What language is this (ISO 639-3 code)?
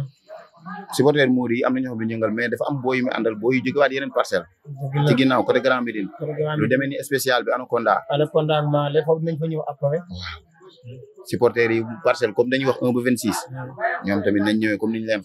wol